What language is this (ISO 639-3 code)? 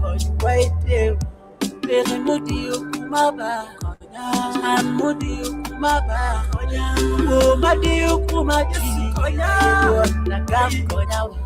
ach